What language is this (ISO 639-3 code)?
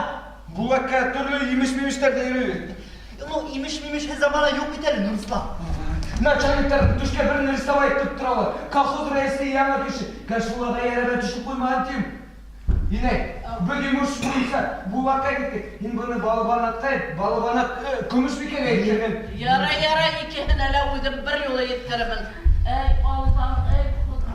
bak